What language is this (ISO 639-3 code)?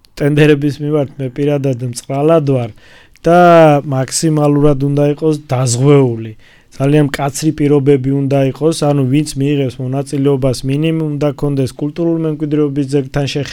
kat